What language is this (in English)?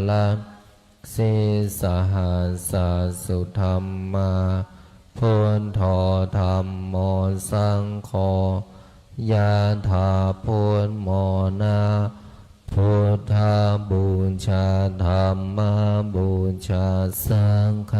Pali